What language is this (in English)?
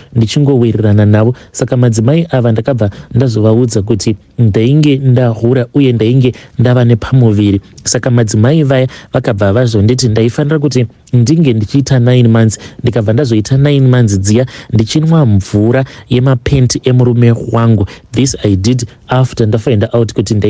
Shona